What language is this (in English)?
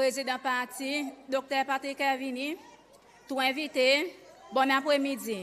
Seselwa Creole French